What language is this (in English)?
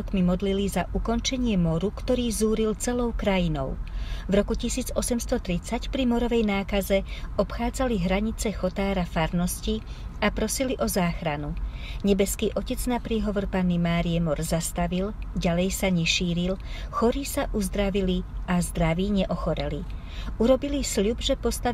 Slovak